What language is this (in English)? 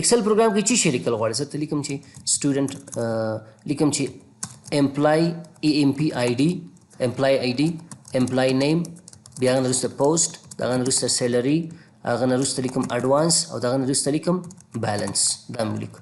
Pashto